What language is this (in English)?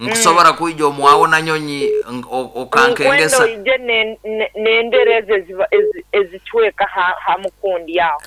Nyankole